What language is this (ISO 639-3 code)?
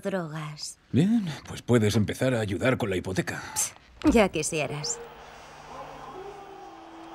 spa